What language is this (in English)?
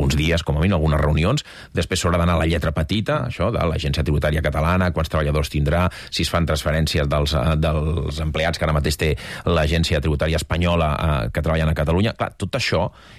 Catalan